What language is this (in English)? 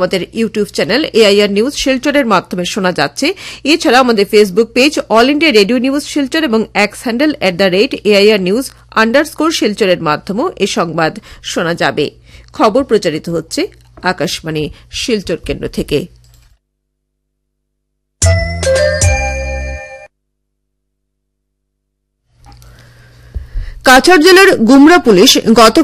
Bangla